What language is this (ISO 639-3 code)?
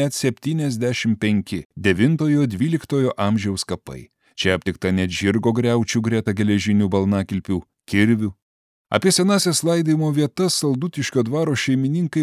lit